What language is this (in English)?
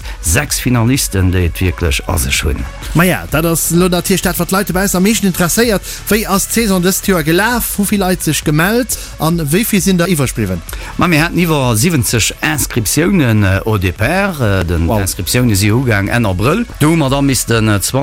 Luxembourgish